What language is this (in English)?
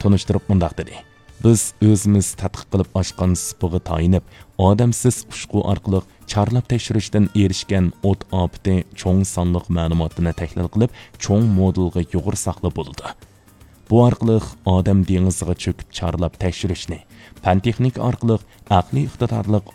Uyghur